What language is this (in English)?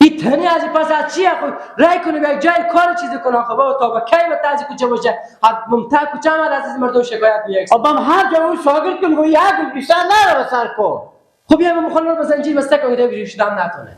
Persian